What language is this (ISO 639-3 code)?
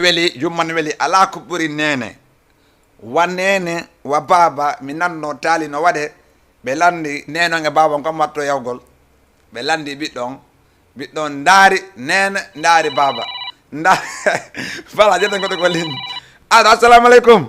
ful